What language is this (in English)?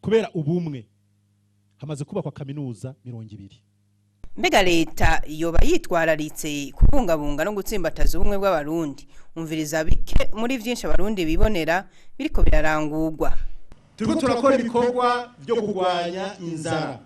Rundi